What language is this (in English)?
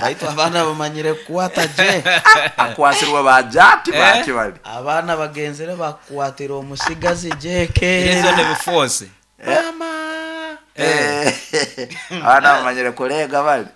Nyoro